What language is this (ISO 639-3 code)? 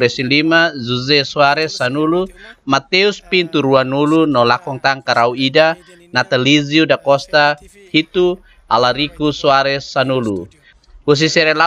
tet